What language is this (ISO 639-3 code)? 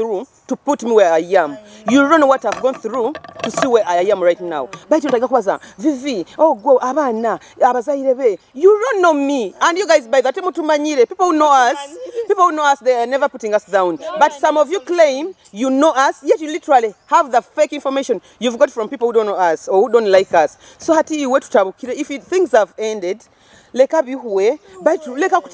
nyo